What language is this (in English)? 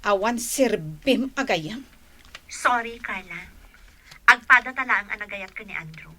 Iloko